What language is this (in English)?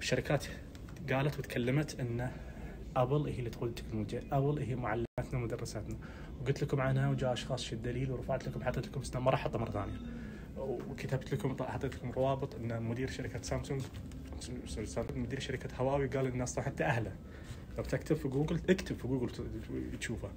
Najdi Arabic